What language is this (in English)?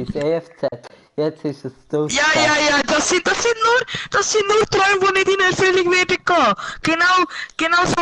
Swiss German